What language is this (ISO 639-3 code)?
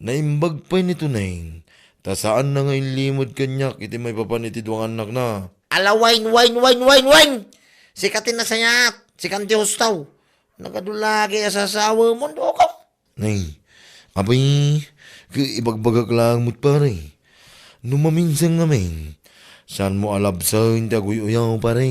ilo